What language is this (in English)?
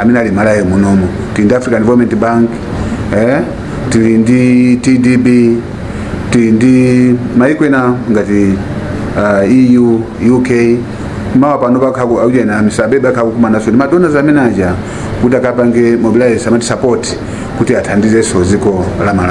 Nyanja